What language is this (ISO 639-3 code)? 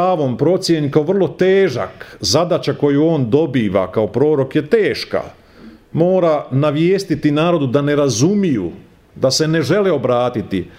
hrv